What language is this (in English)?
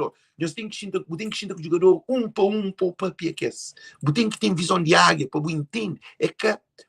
Kabuverdianu